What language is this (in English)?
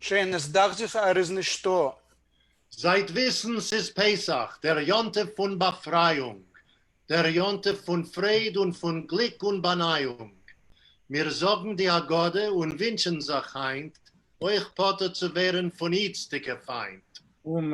Yiddish